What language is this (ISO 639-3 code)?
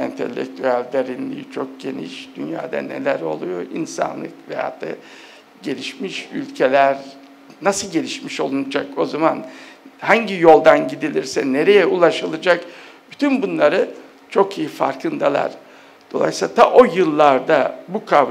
tur